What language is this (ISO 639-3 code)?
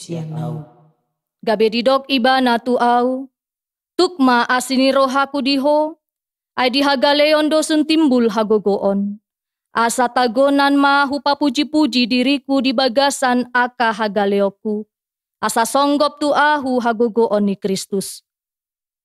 bbc